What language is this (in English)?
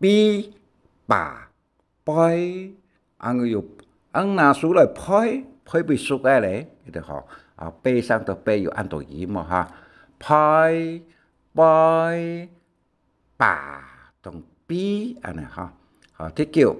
Hakka Chinese